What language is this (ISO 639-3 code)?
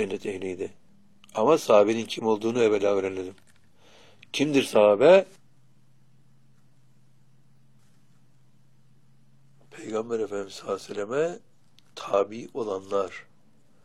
tur